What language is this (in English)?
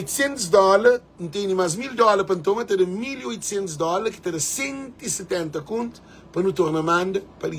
Kabuverdianu